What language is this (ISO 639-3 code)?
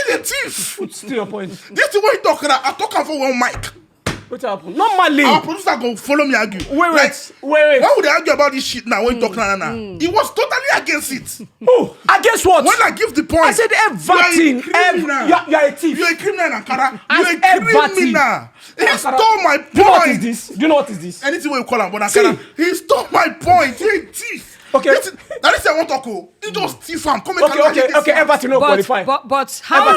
pcm